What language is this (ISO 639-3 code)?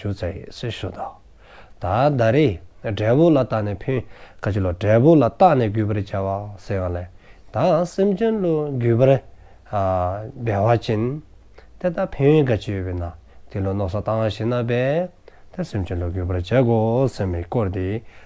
dzo